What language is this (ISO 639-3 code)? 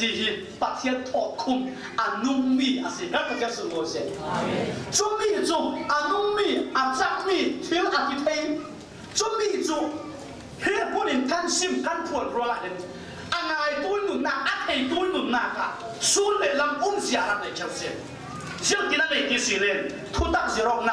cfm